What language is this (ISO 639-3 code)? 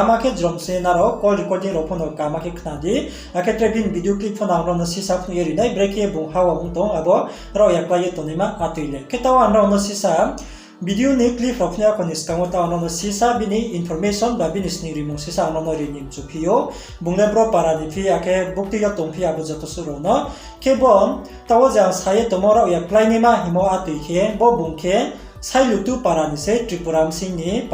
ria